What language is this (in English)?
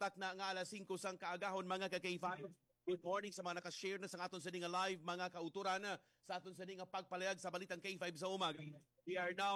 Hiligaynon